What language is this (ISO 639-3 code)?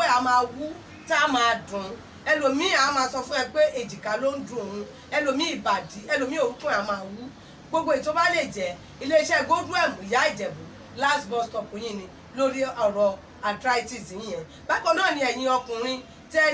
yor